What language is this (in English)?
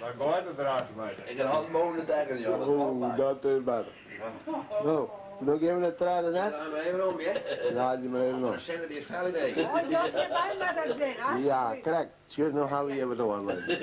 Western Frisian